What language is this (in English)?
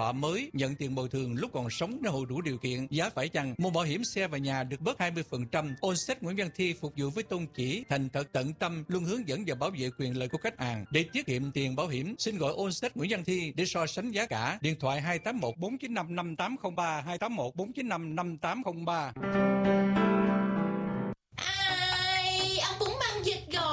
Vietnamese